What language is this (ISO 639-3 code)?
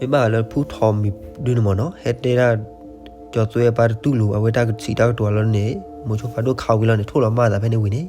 ksw